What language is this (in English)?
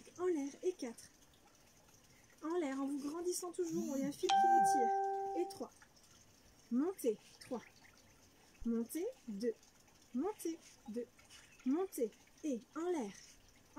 French